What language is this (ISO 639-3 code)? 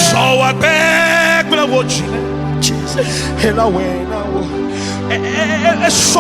ewe